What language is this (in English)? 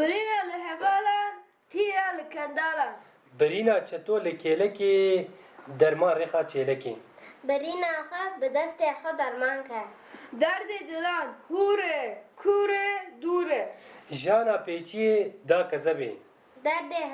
Kurdish